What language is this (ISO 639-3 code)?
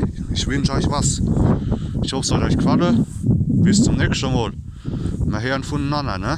pfl